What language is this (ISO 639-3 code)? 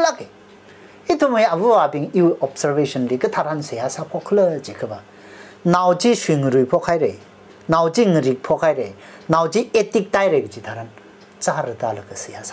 nmf